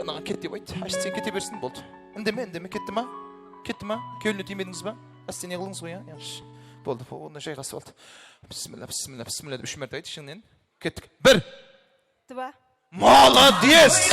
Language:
Kara-Kalpak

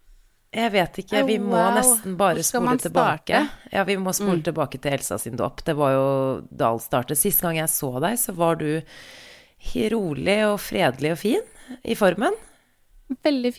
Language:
Norwegian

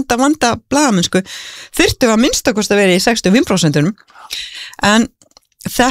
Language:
Icelandic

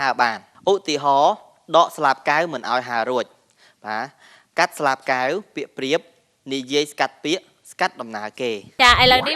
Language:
Khmer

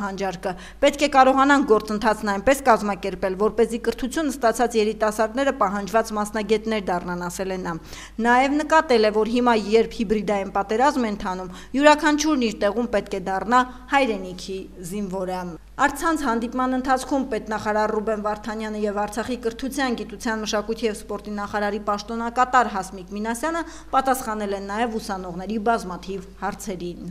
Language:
Armenian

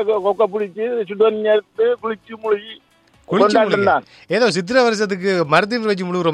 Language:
Tamil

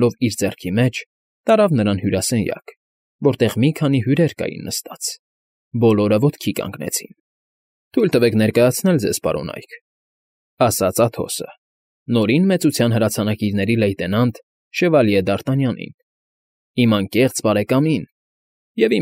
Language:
Armenian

